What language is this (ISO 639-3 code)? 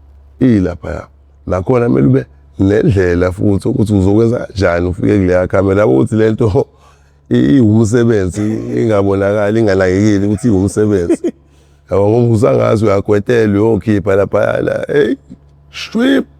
zul